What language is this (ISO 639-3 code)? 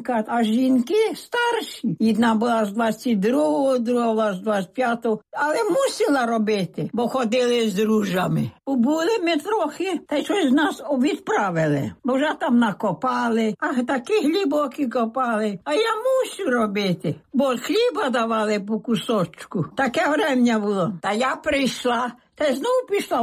ukr